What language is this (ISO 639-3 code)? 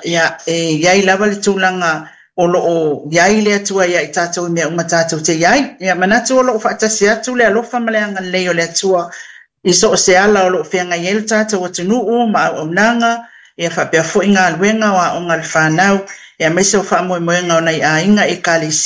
smo